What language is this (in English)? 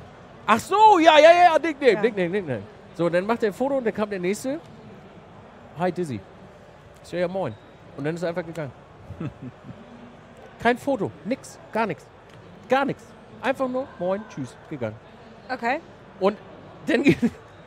German